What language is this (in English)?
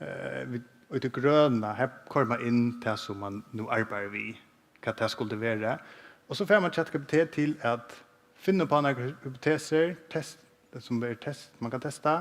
Faroese